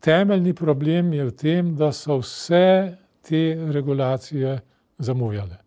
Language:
Slovenian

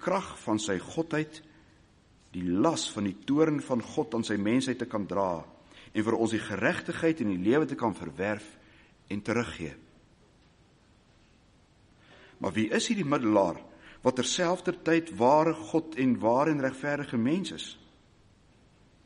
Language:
Afrikaans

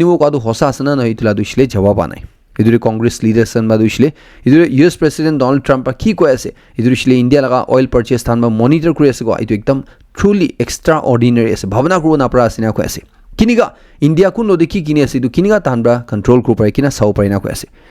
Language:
Naga Pidgin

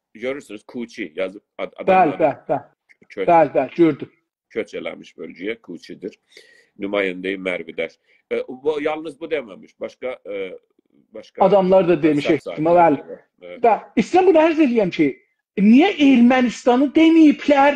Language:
South Azerbaijani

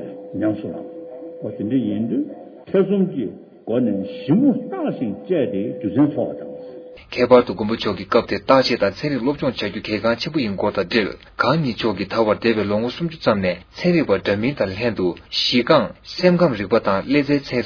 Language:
Tibetan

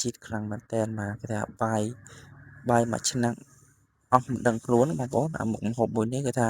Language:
Khmer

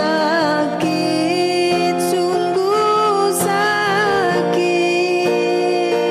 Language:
Banjar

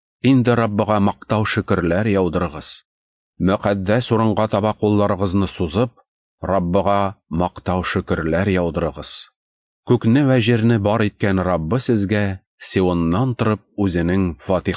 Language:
Tatar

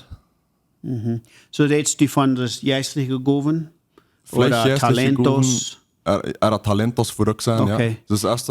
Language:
Plautdietsch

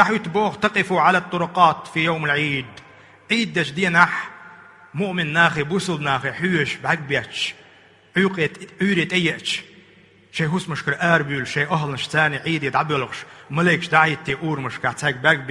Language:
Chechen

